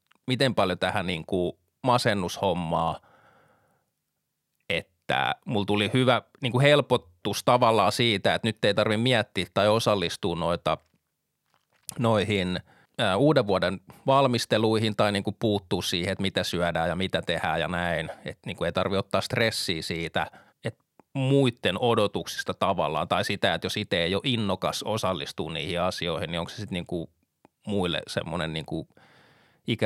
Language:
Finnish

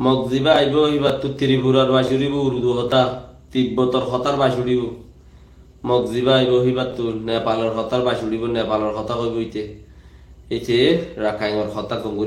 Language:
Rohingya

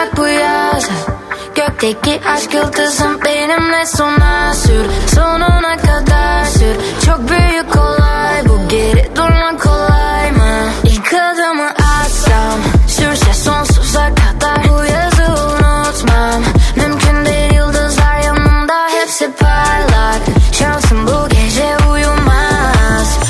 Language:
Turkish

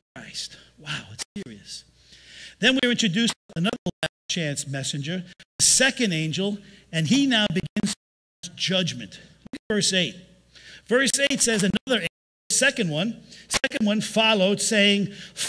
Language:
English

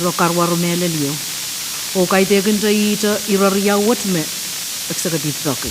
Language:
Pohnpeian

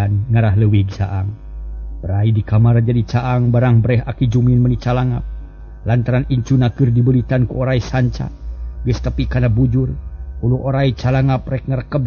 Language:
Sundanese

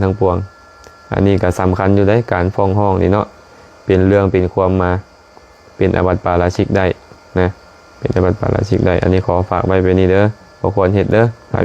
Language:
Lao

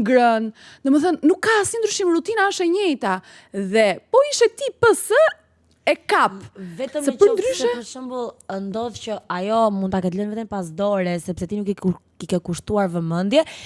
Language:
Albanian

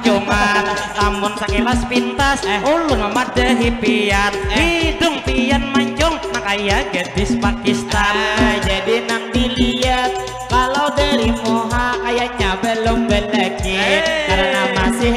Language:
Banjar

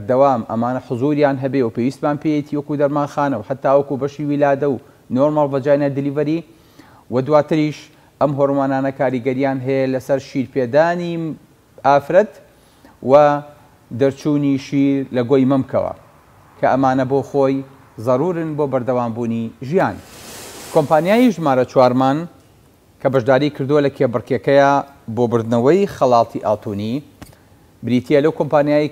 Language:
Central Kurdish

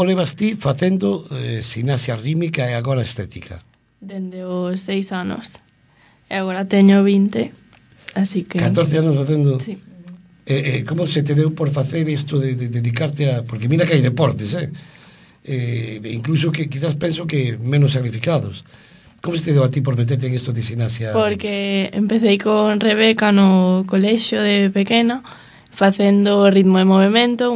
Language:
Galician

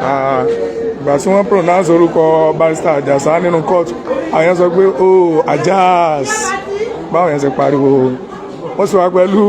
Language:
Yoruba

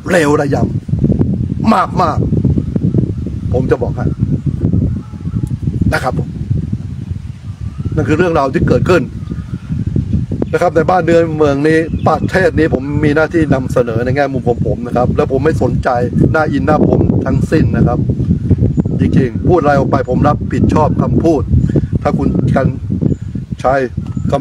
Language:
Thai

